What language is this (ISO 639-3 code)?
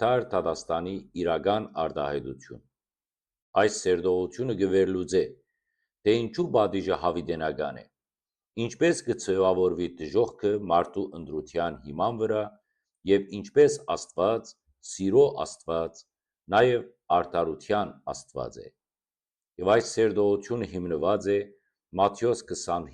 hyw